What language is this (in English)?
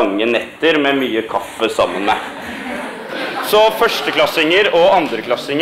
Norwegian